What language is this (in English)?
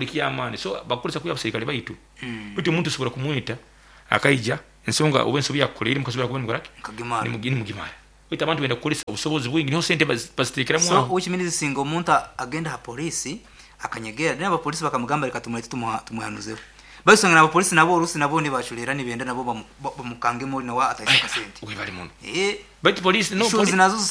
Nyoro